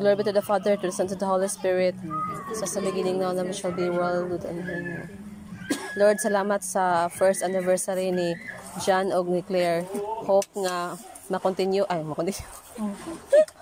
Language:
Cebuano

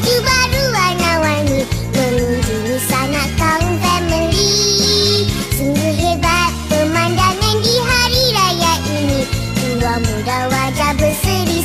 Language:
Malay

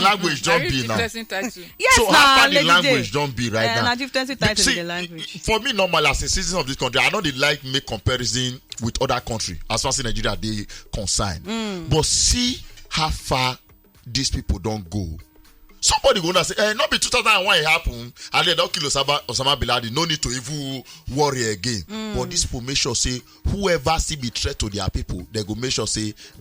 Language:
Nigerian Pidgin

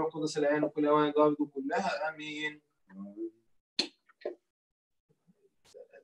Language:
Arabic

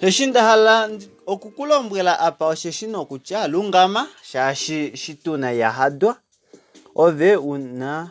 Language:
Kuanyama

